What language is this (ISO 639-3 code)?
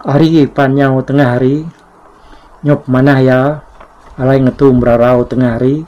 iba